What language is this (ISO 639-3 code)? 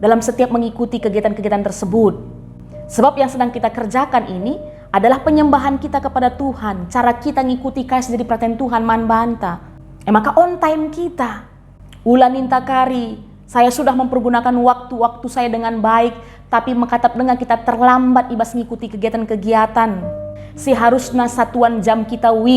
btx